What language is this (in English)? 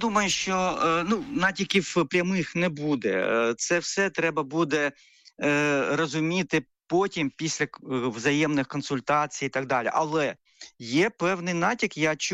Ukrainian